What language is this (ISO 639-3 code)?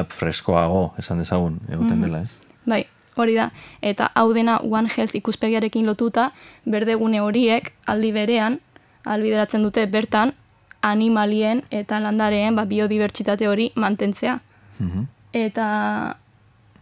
eus